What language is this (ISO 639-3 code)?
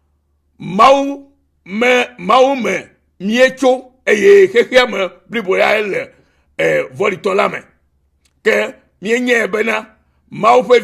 ewe